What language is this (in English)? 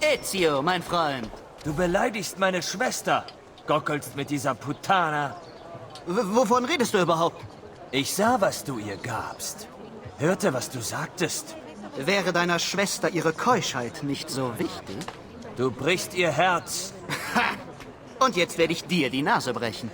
Bavarian